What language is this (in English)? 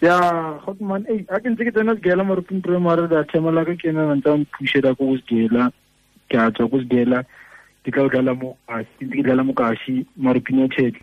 Tswana